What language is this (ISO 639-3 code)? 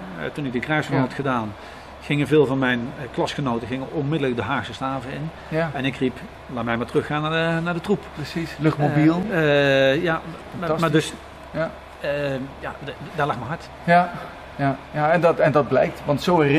nld